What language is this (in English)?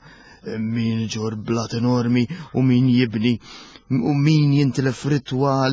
Maltese